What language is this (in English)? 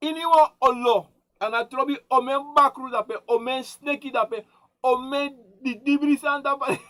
Sranan Tongo